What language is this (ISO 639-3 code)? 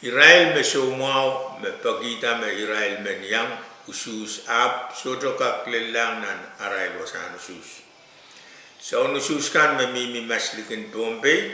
pon